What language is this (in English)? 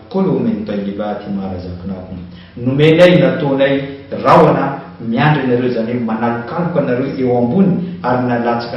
Malagasy